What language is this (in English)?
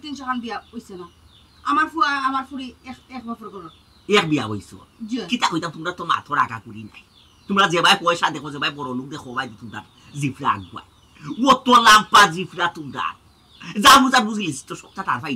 Sylheti